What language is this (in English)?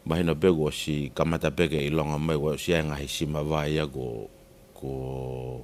Tongan